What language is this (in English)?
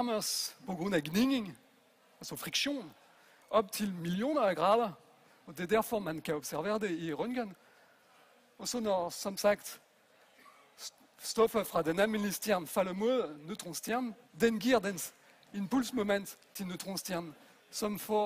Danish